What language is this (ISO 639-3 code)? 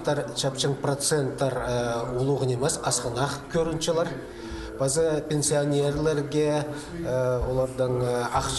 kjh